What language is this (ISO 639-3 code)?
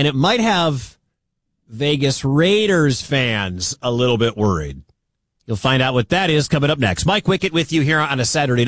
eng